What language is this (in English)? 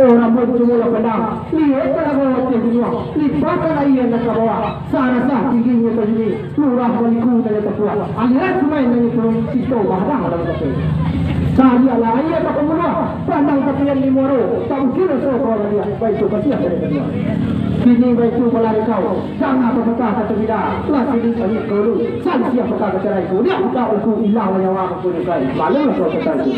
Minangkabau